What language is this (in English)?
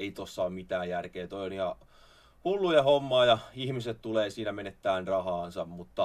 Finnish